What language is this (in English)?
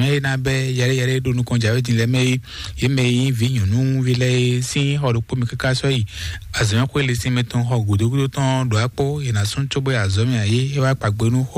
Fon